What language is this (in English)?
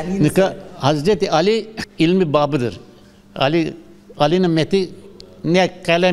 Zaza